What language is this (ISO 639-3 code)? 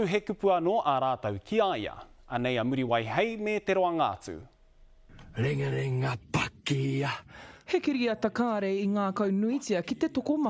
mri